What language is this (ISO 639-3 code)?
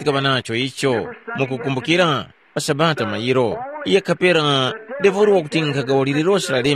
tum